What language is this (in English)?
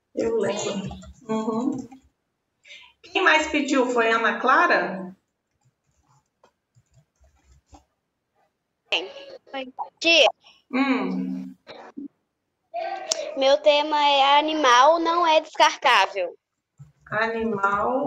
Portuguese